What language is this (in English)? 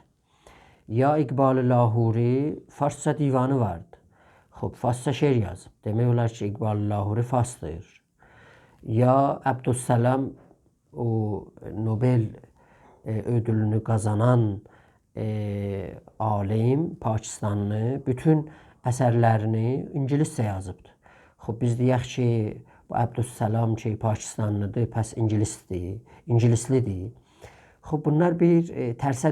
South Azerbaijani